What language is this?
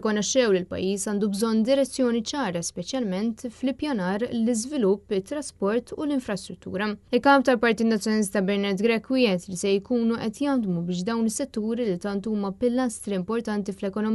Maltese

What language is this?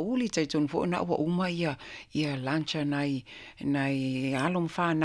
Samoan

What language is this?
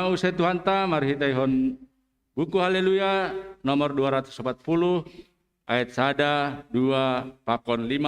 Batak Simalungun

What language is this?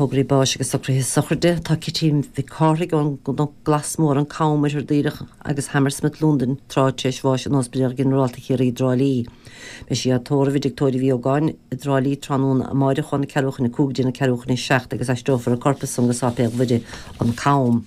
Irish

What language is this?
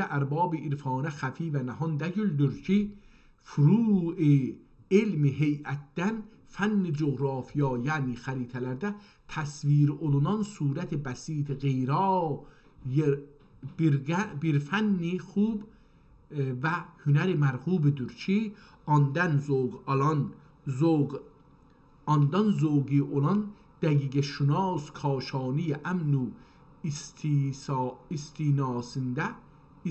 South Azerbaijani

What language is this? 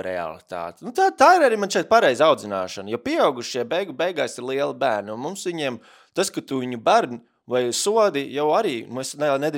Latvian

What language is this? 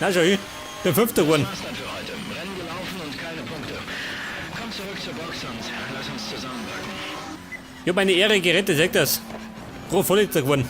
Bavarian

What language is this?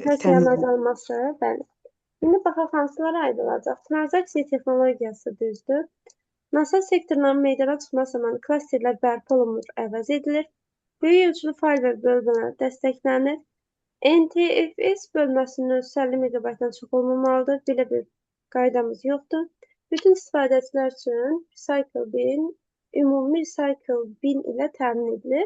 Azerbaijani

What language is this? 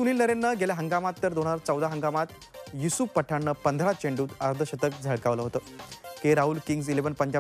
Marathi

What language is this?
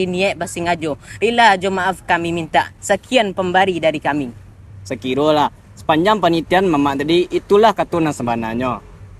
Minangkabau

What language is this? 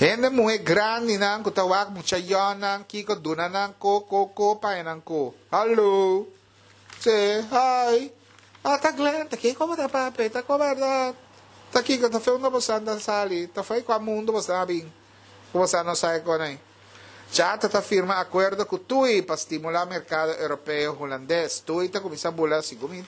Papiamento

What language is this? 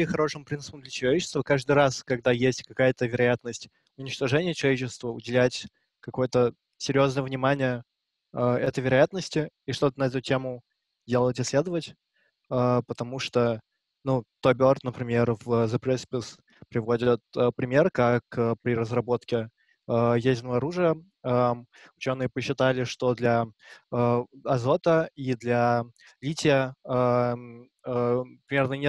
Russian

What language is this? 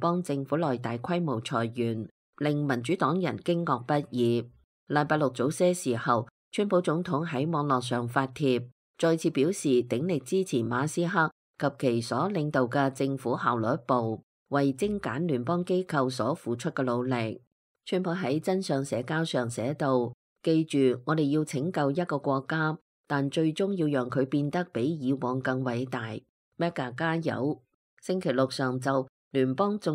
Cantonese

